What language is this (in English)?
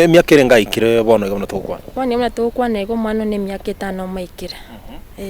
Gusii